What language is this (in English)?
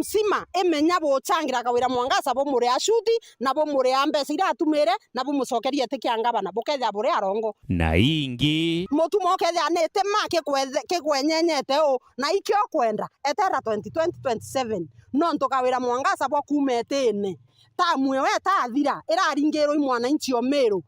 Meru